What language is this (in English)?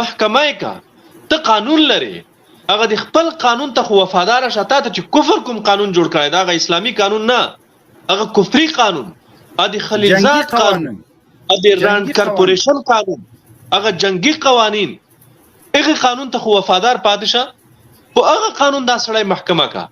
Pashto